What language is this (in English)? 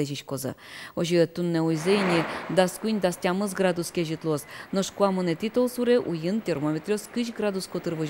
Udmurt